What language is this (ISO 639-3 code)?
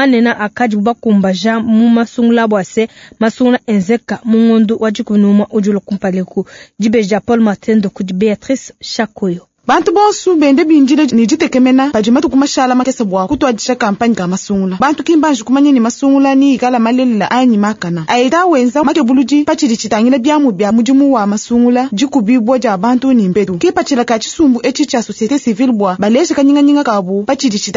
lua